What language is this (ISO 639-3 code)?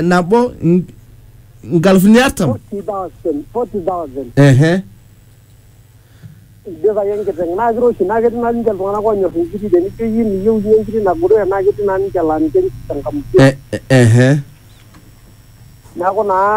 mas